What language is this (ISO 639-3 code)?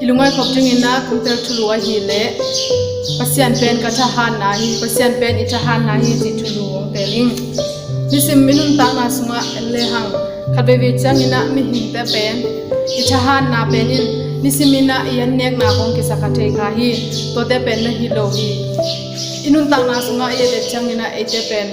ctd